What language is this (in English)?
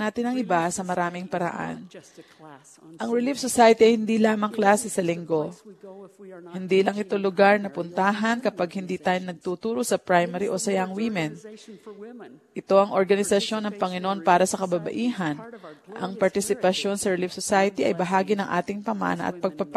Filipino